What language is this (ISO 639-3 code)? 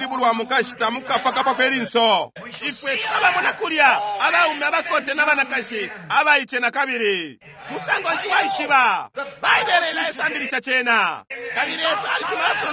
bem